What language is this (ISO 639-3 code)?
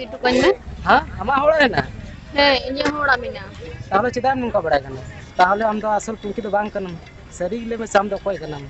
sat